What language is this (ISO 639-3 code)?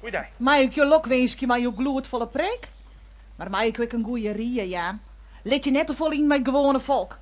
fry